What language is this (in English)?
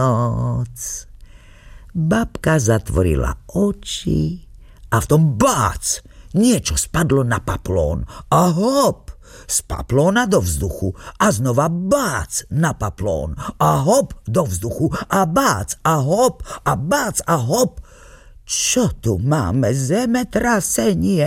Slovak